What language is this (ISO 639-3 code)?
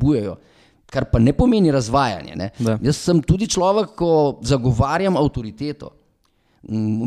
slv